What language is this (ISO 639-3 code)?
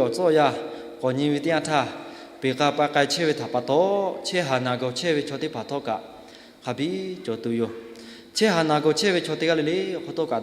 lhu